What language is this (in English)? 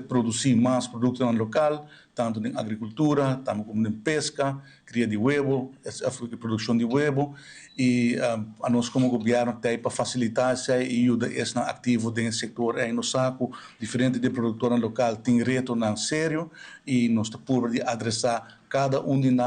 Papiamento